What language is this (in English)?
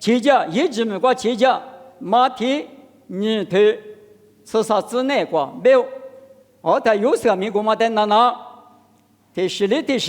Lisu